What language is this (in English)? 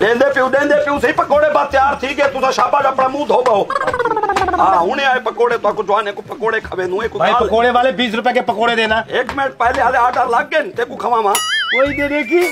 Saraiki